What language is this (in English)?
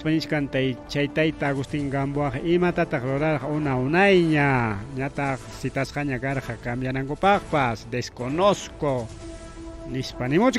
Ayacucho Quechua